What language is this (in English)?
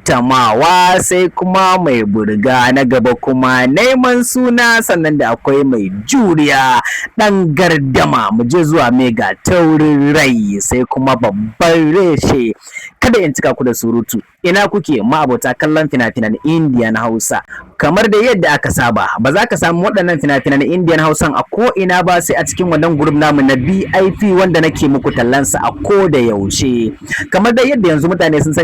Hausa